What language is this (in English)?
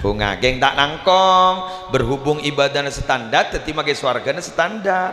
Madurese